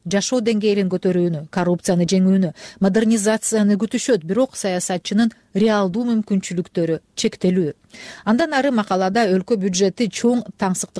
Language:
Kyrgyz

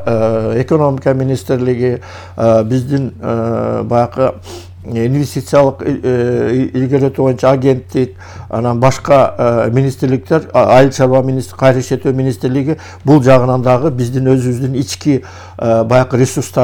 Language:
Kyrgyz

